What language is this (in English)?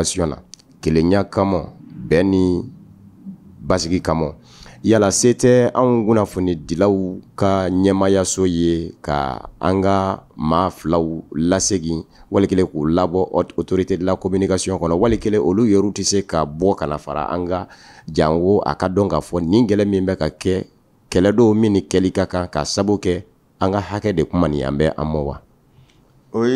Bambara